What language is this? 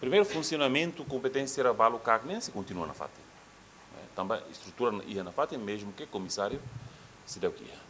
Tetum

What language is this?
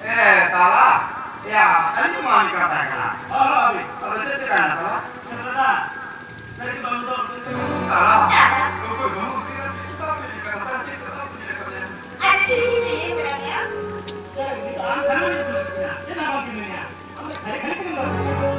Santali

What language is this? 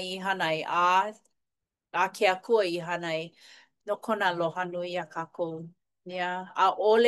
Hawaiian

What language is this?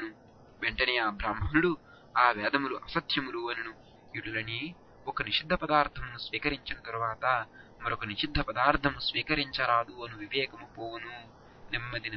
Telugu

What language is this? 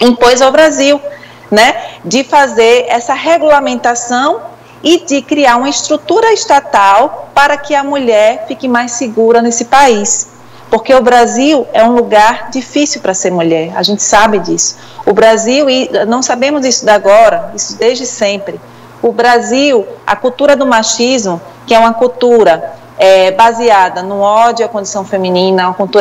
Portuguese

